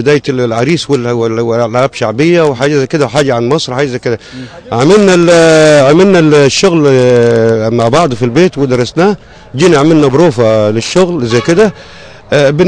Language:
Egyptian Arabic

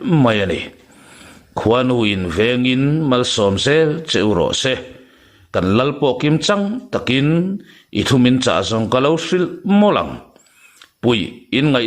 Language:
Mizo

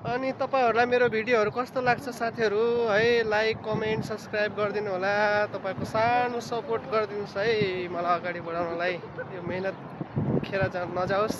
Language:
Nepali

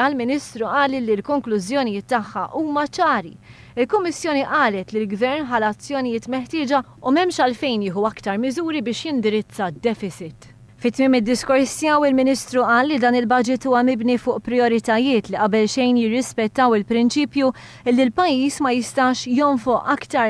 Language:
Maltese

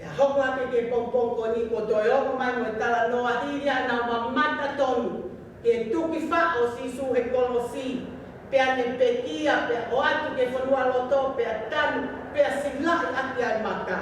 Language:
Tongan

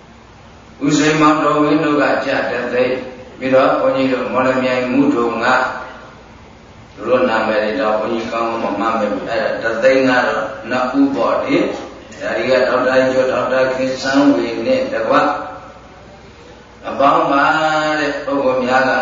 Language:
Burmese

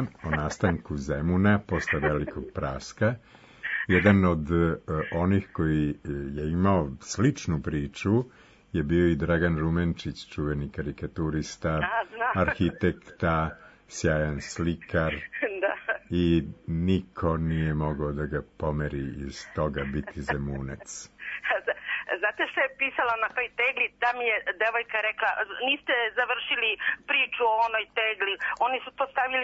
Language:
Serbian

